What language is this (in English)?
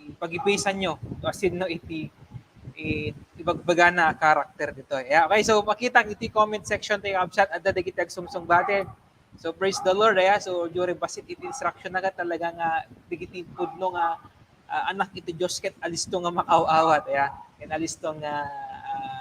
Iloko